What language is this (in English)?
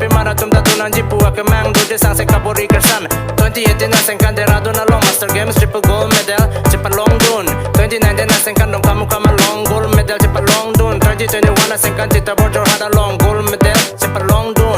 Karbi